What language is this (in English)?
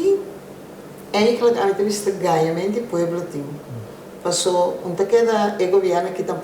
Papiamento